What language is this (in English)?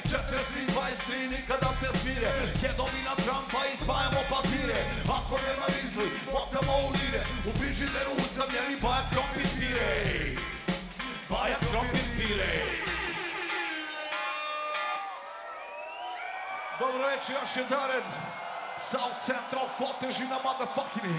Serbian